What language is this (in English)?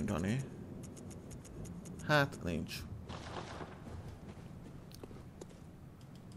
Hungarian